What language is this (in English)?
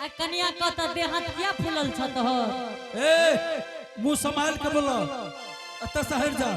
Angika